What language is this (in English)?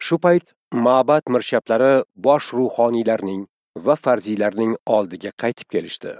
Uzbek